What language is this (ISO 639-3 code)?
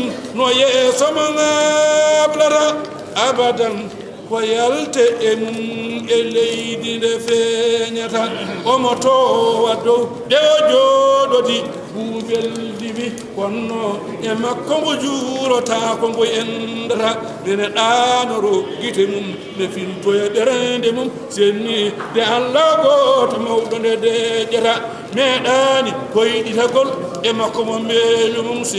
ful